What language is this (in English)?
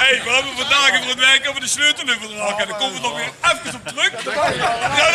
Limburgish